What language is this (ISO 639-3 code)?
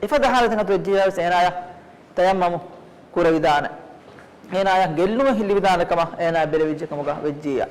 div